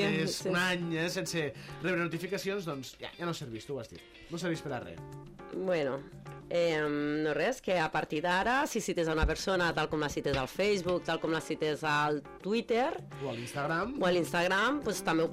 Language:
Catalan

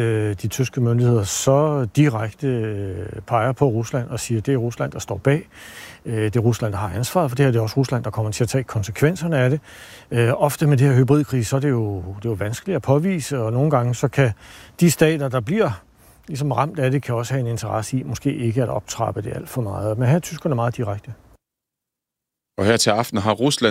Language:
Danish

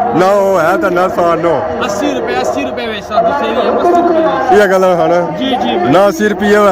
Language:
Pahari-Potwari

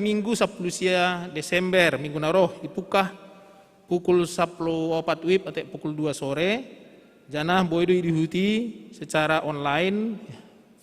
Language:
Batak Simalungun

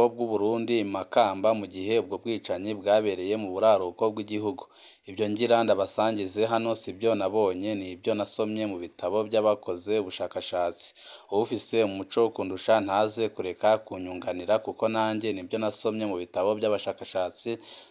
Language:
Rundi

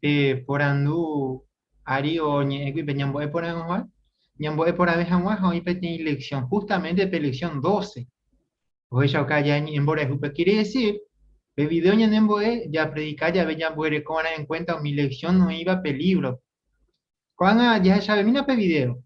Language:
Guarani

